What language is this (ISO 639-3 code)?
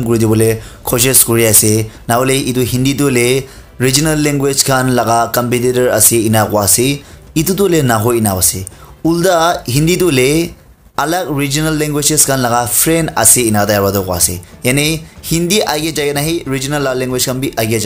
nag